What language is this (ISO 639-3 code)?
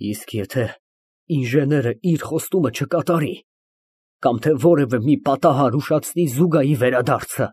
hye